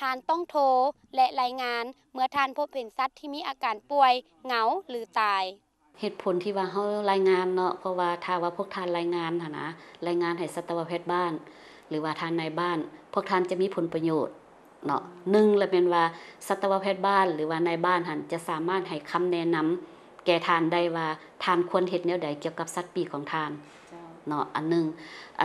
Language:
Lao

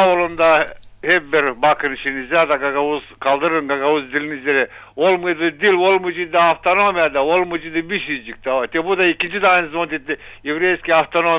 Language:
Gagauz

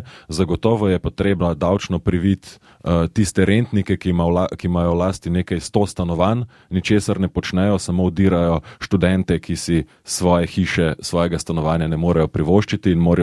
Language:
Slovenian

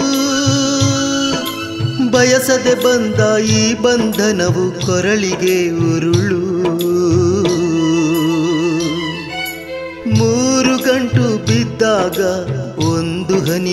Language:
Kannada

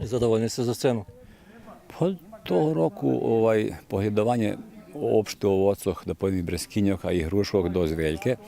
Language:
Rusyn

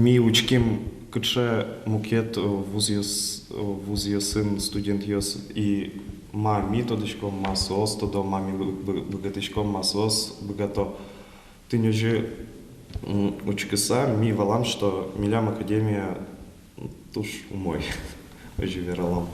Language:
Udmurt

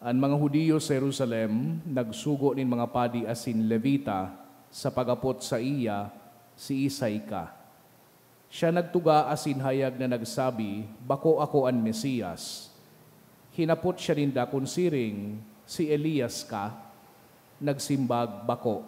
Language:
Bikol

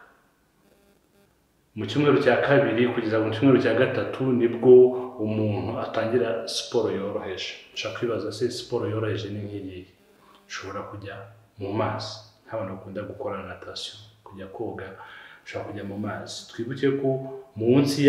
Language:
Kinyarwanda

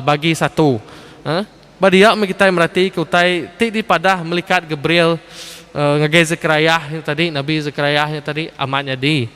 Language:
Iban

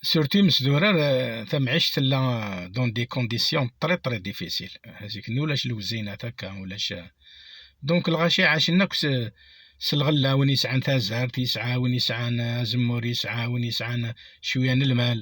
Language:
Kabyle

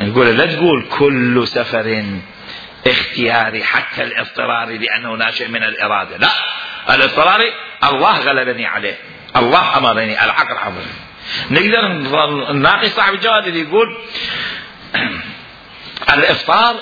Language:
Mesopotamian Arabic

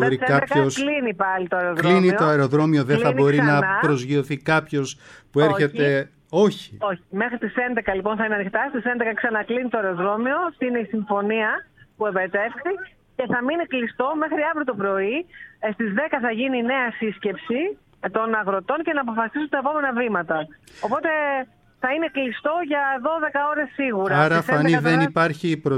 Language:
Greek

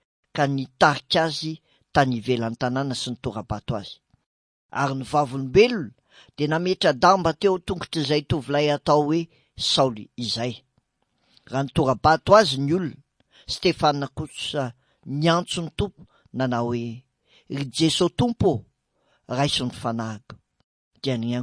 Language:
Malagasy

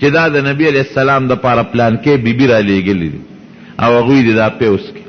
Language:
Pashto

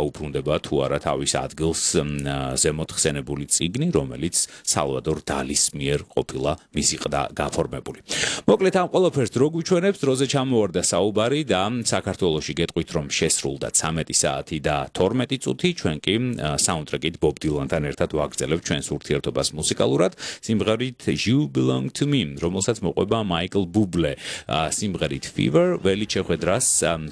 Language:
Georgian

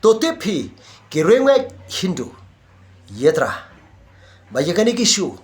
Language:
Khasi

